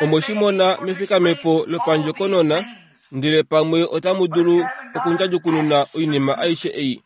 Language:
Kuanyama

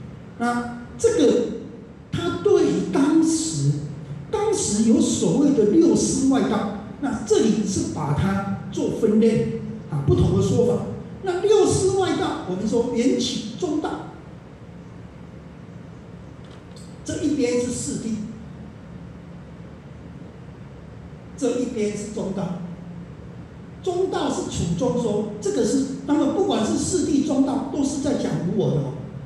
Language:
Chinese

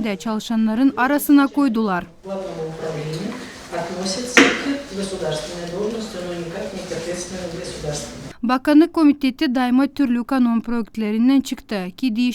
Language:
Gagauz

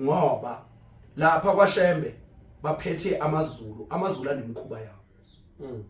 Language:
Zulu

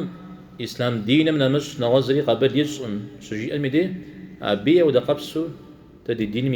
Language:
Kabardian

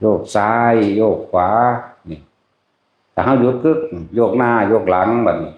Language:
Northeastern Thai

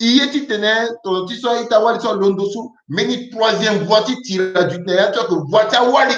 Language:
Sango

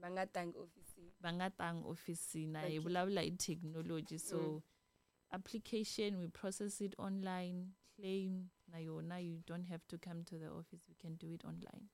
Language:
Tsonga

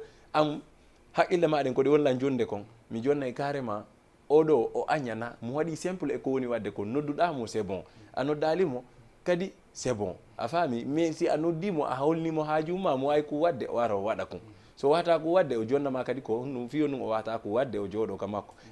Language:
Fula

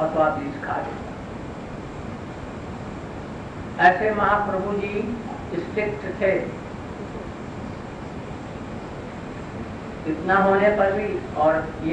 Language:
Hindi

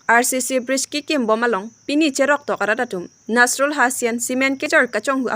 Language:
Karbi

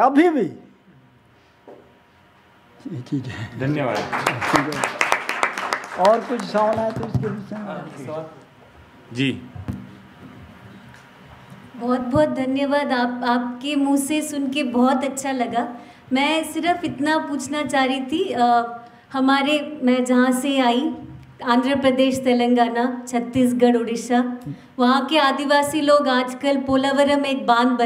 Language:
Hindi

